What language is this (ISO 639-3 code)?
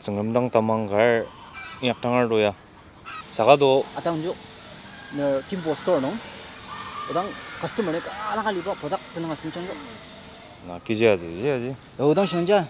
njo